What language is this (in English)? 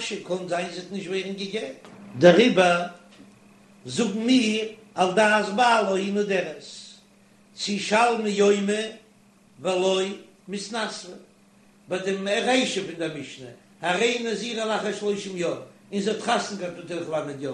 Yiddish